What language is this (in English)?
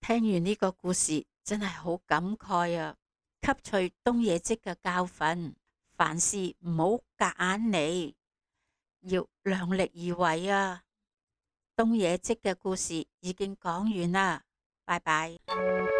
Cantonese